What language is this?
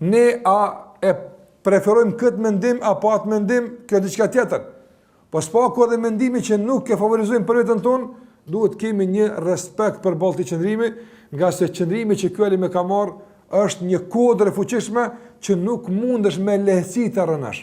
Albanian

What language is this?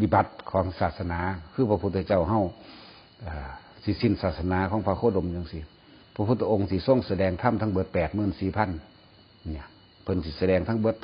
Northeastern Thai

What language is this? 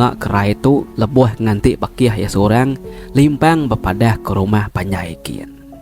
Iban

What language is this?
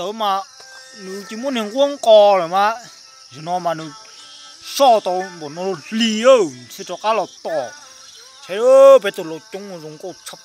Hmong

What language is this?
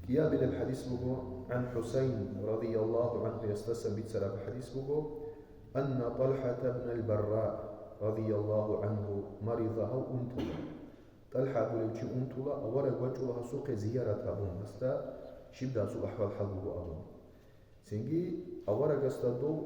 Avaric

